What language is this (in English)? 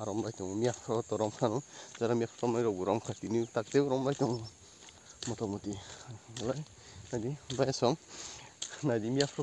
Kok Borok